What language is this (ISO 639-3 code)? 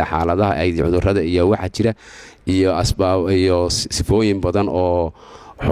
som